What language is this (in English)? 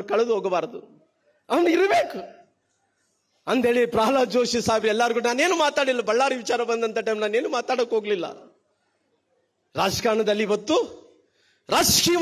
Kannada